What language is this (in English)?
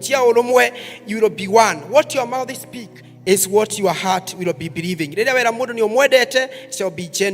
Kikuyu